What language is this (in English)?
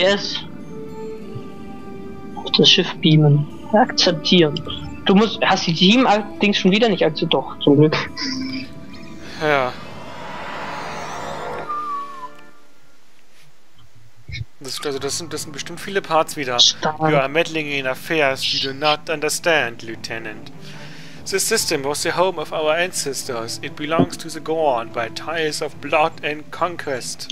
German